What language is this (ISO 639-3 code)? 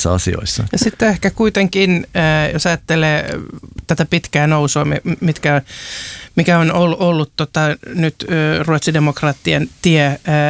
fin